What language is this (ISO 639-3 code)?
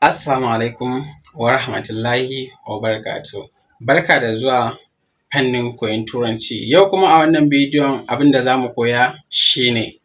hau